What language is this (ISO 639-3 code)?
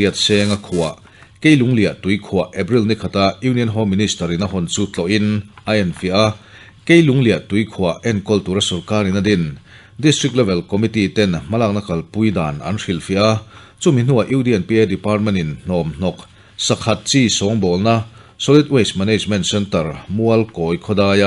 lus